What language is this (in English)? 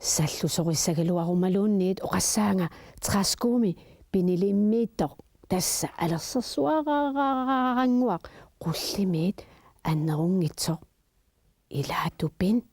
Kalaallisut